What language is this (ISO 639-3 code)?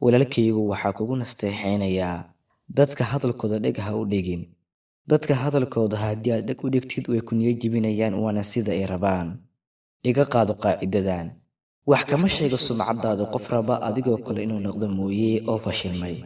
som